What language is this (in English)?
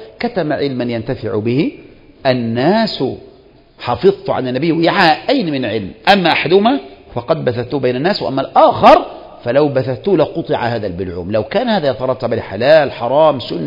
Arabic